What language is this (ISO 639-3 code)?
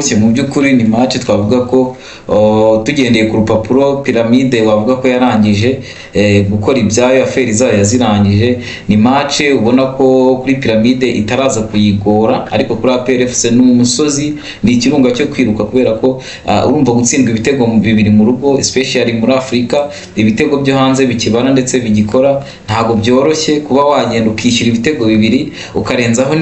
kin